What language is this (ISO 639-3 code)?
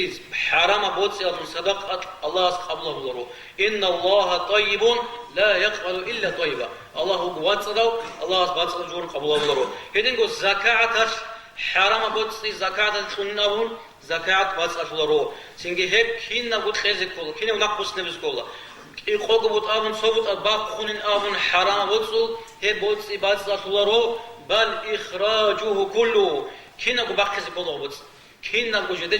ava